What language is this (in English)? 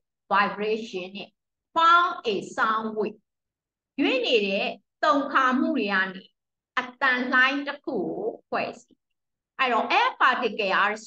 Burmese